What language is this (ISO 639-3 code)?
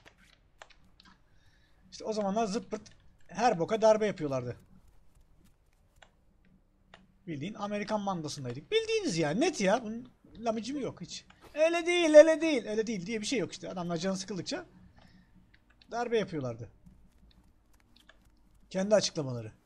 tur